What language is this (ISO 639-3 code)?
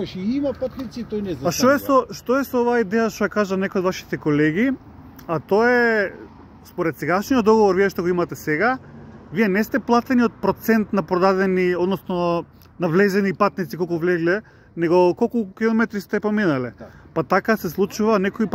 mkd